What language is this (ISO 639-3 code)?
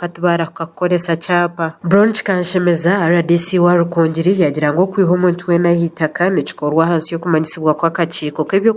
nyn